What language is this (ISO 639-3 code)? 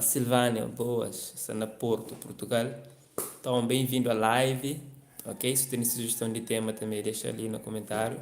kea